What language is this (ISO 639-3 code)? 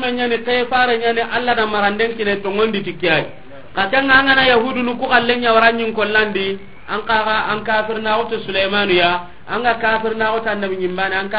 snk